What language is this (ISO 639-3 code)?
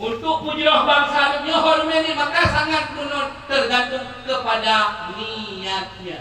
ace